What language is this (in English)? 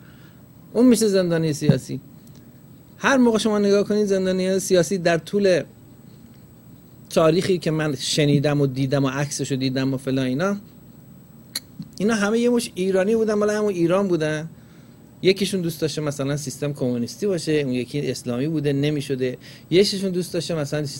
Persian